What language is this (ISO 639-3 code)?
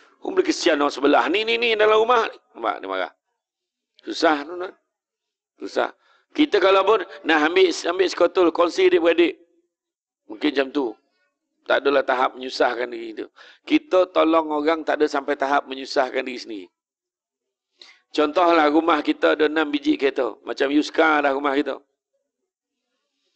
msa